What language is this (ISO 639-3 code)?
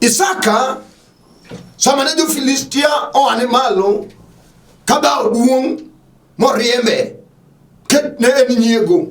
luo